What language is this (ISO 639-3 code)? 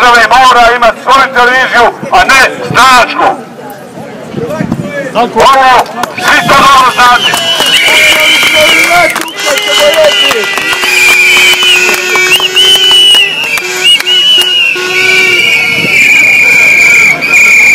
hrv